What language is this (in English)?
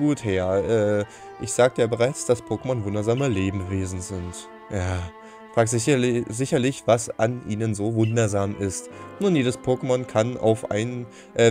German